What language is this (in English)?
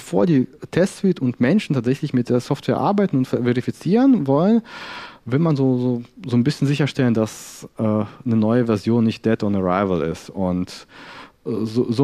German